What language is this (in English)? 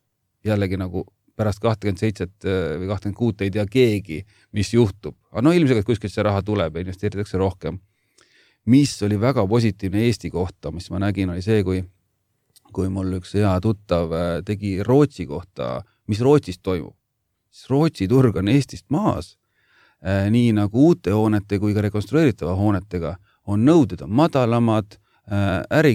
Estonian